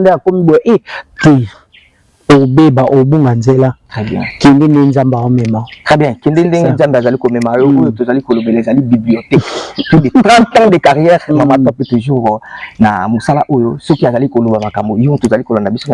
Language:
Lingala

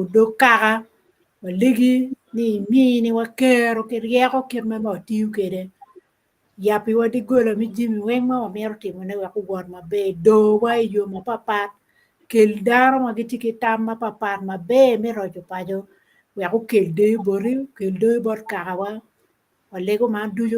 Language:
Acoli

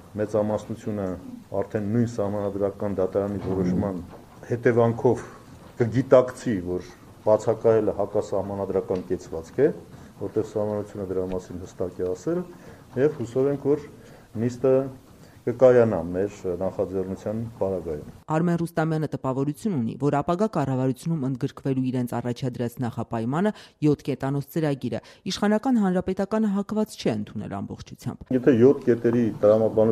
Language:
Armenian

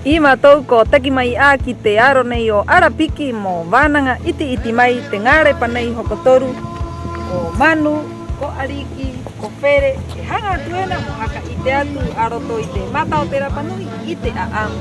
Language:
Rapanui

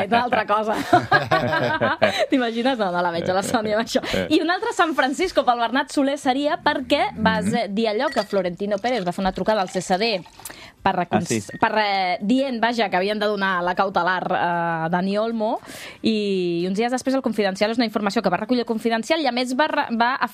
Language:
Catalan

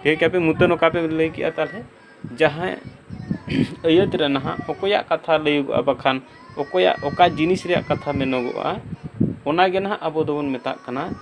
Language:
Santali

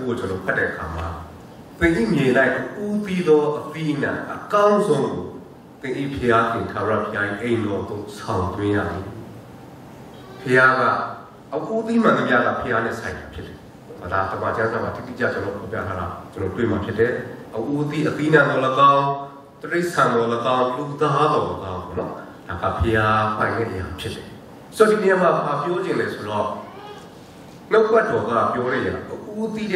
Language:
Burmese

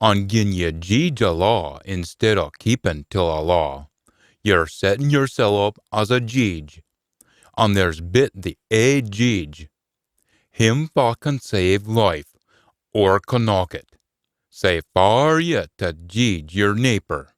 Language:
Scots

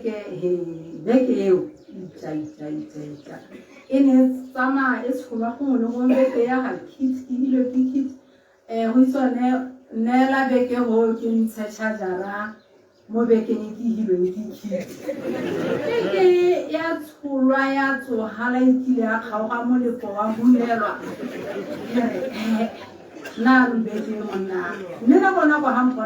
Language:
Tswana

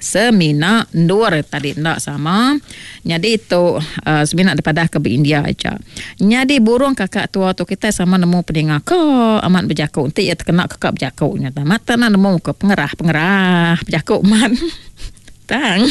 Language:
Iban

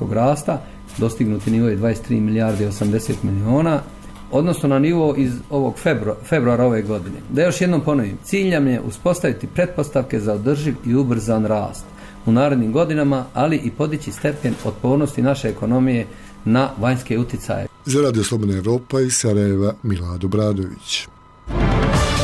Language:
Bosnian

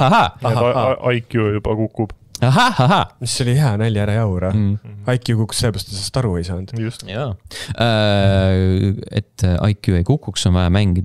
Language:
Estonian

